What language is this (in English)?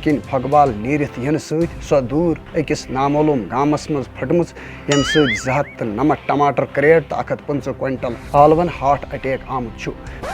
Kashmiri